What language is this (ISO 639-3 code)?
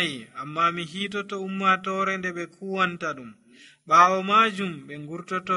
fuv